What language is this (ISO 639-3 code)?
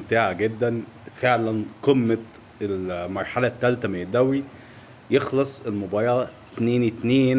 arz